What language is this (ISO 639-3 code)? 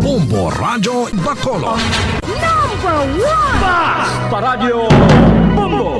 hil